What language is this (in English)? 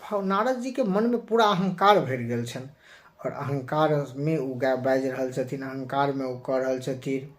Maithili